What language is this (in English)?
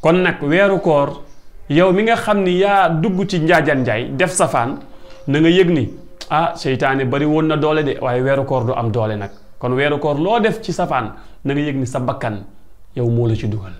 Wolof